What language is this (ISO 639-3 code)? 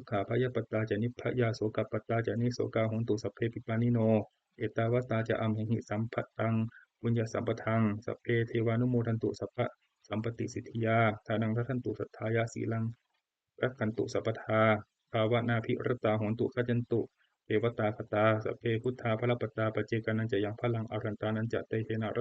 pli